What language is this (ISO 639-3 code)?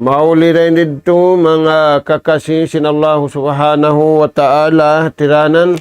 tsg